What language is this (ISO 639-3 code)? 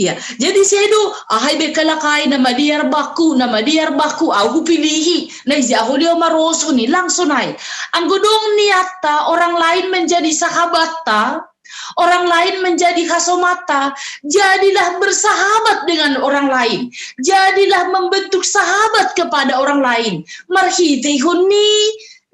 bts